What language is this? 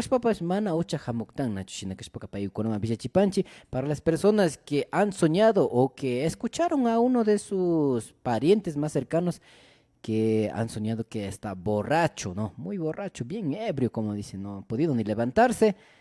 Imbabura Highland Quichua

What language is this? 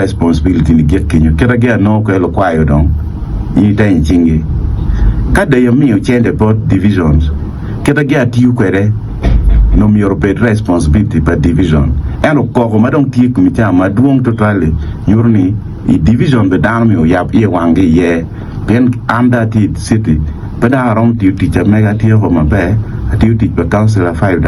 Acoli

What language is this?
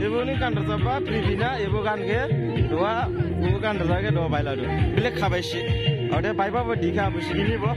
Dimasa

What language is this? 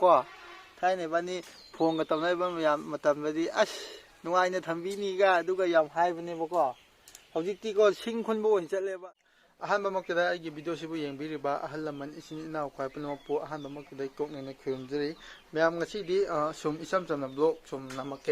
Manipuri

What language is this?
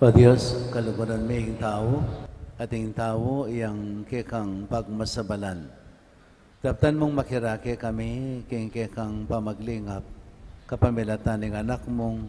Pampanga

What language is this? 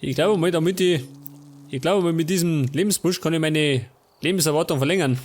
Bavarian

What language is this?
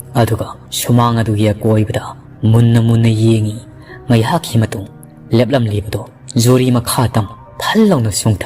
Manipuri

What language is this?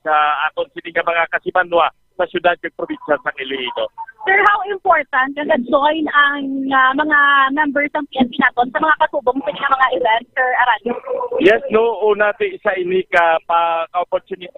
Hiligaynon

